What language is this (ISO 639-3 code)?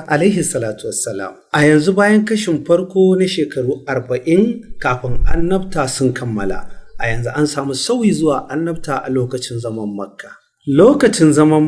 hau